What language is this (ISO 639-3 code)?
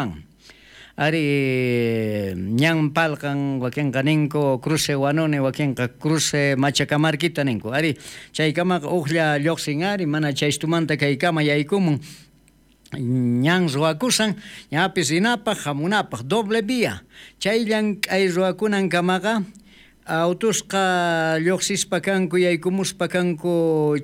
quh